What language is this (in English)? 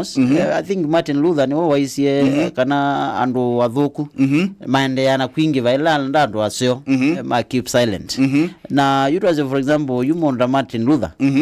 Kamba